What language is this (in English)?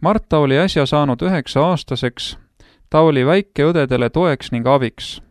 Estonian